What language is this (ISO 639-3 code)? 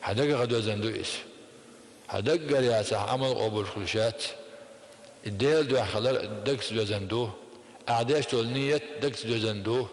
che